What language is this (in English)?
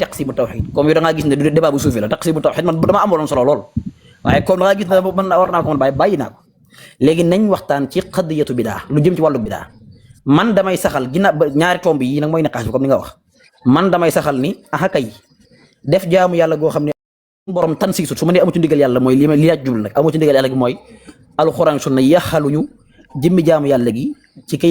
Wolof